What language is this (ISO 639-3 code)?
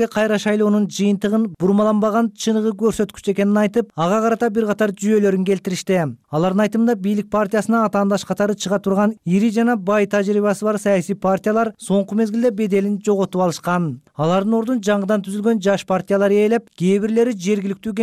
kir